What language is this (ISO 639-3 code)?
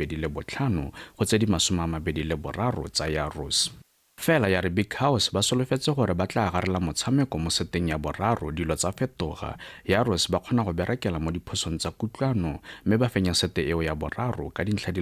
tsn